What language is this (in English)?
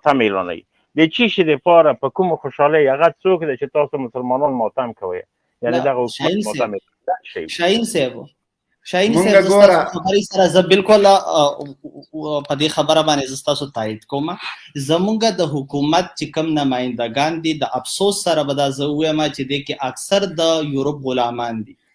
Pashto